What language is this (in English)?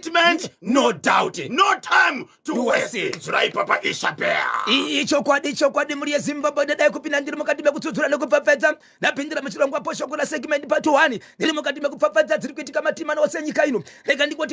Shona